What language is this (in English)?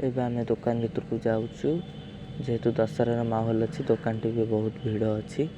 Odia